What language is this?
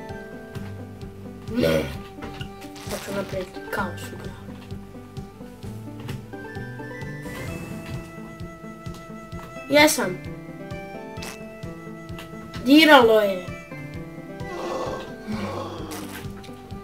Croatian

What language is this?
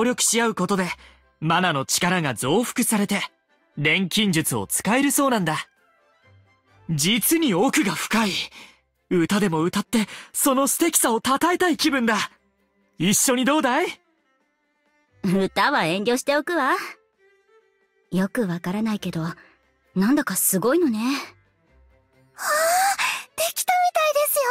Japanese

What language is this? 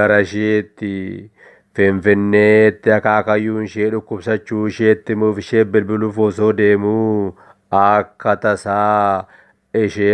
Oromo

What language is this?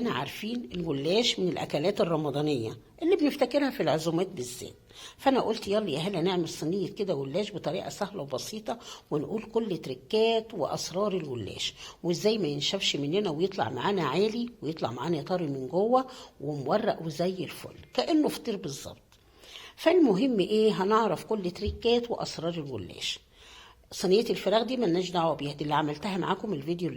Egyptian Arabic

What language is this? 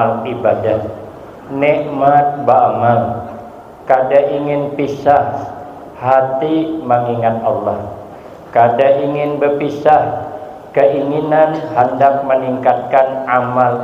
Banjar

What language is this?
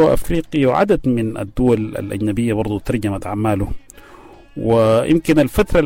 Sudanese Arabic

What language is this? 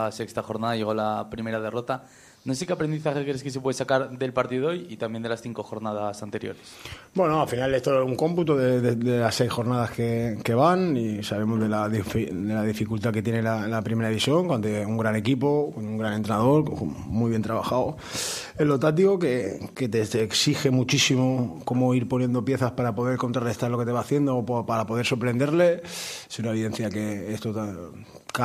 Spanish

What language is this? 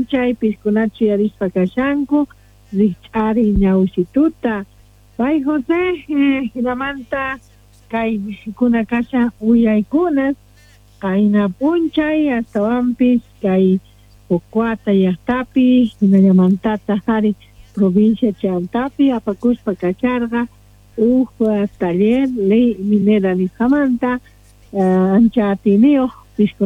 South Bolivian Quechua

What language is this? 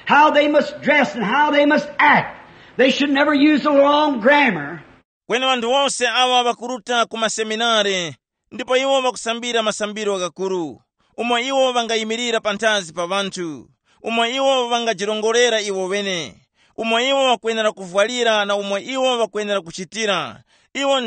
Tumbuka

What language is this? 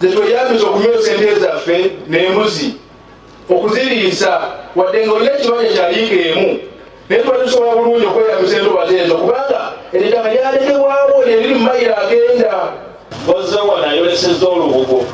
Ganda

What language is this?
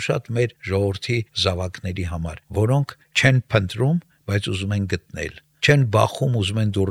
Armenian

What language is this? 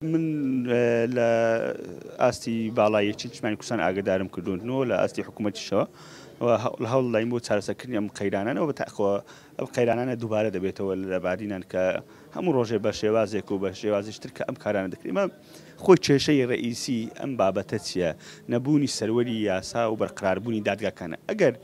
Central Kurdish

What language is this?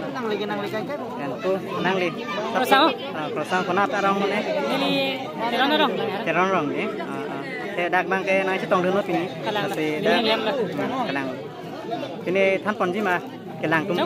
Karbi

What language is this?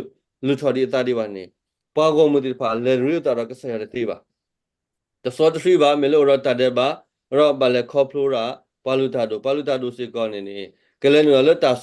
S'gaw Karen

